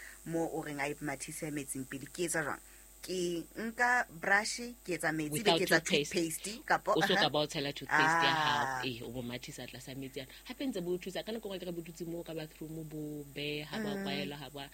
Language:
Southern Sotho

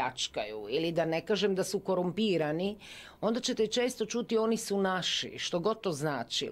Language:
Croatian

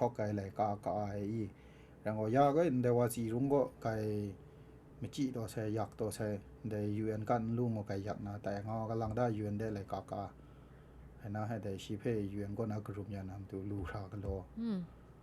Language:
Kachin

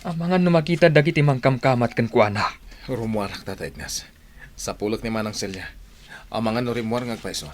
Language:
Iloko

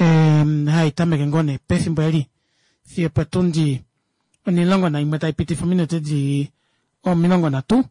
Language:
Kuanyama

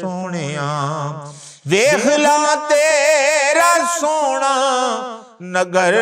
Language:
Western Panjabi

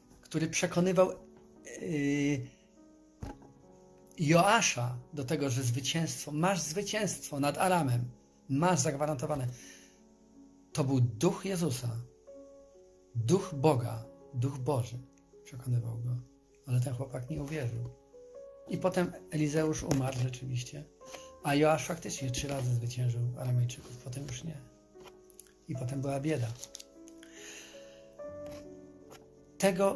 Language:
Polish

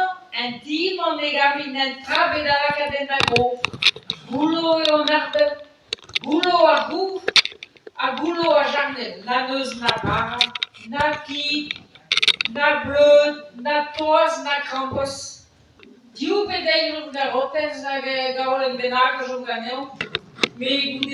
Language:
Breton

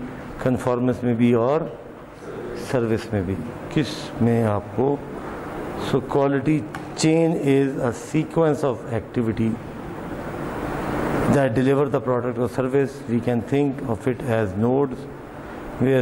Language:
Urdu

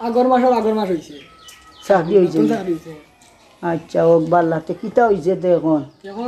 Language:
Sylheti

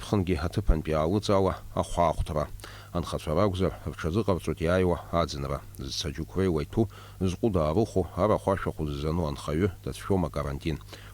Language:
Abkhazian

